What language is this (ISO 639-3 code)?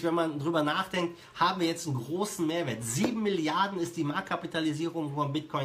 deu